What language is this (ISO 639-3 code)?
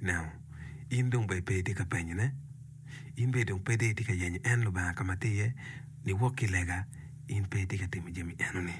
ach